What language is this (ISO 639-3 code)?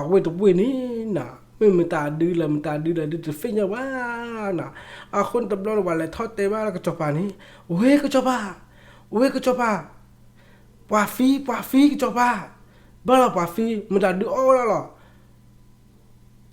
ksw